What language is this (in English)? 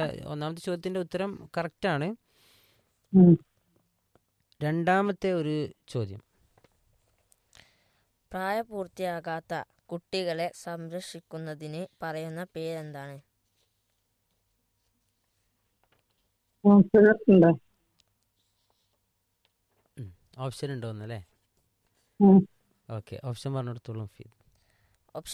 Malayalam